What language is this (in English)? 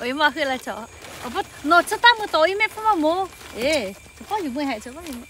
Lahu